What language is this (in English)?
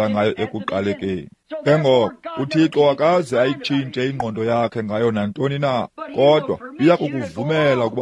Xhosa